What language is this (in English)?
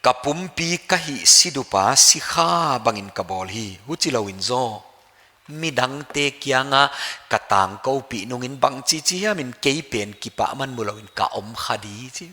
Paite Chin